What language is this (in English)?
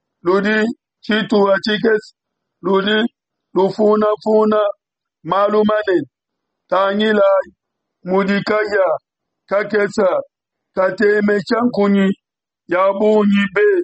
Luba-Lulua